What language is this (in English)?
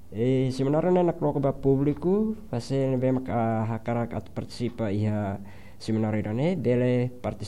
Tetum